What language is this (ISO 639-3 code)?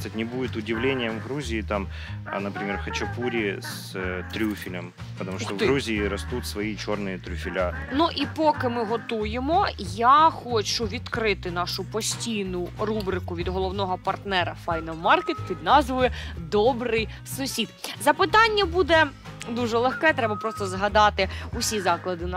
ukr